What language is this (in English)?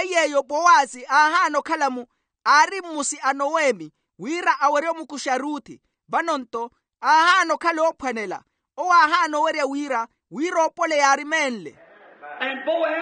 Makhuwa